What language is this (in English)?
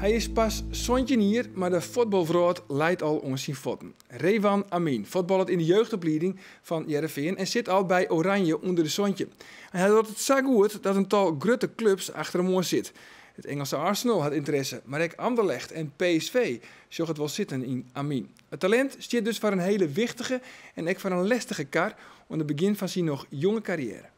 Western Frisian